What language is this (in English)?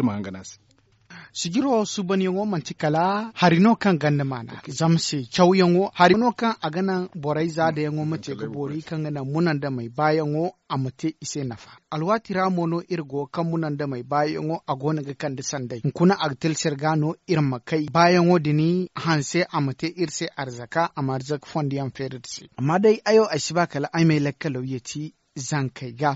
Zarma